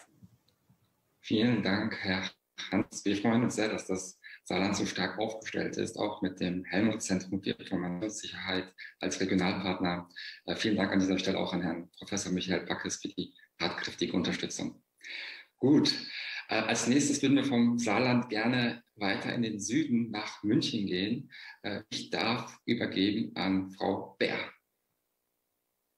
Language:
German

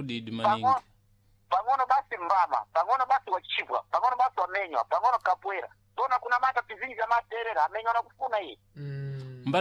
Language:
Sena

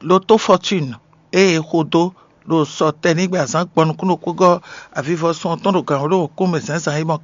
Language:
Fon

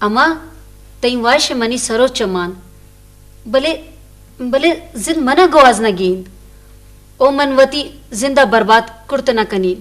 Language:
Eastern Balochi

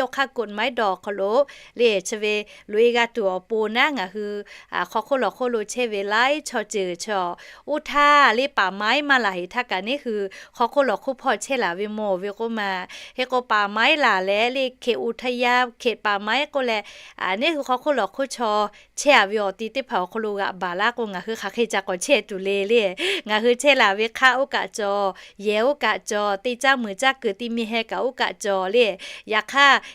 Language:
Lahu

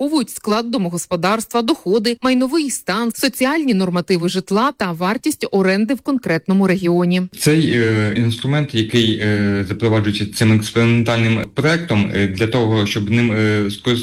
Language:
Ukrainian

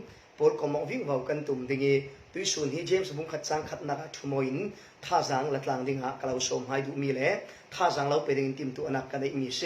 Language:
Falam Chin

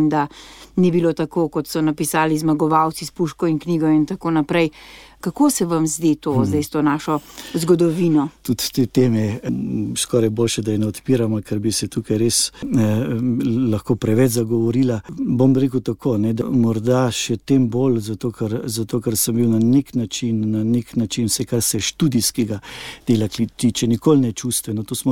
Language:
Slovenian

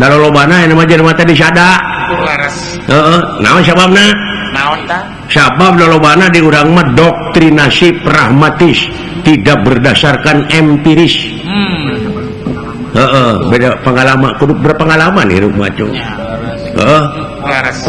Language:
Sundanese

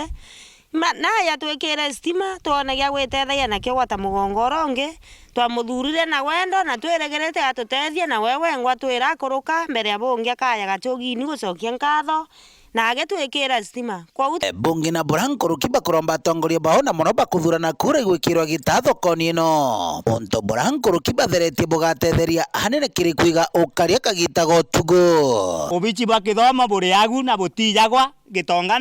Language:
Meru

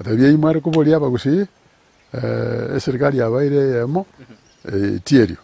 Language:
Gusii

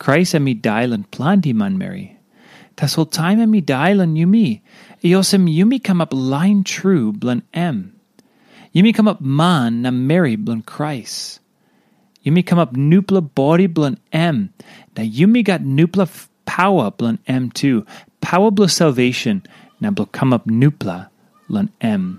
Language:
Tok Pisin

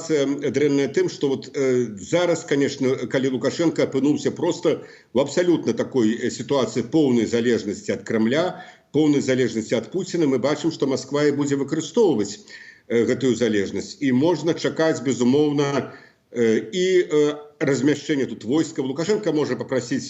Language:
Belarusian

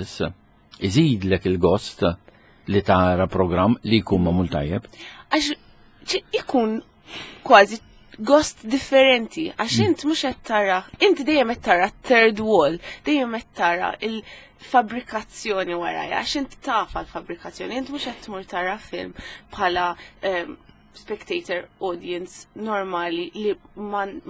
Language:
Maltese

